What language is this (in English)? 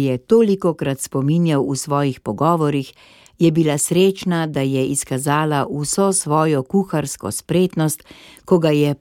Slovenian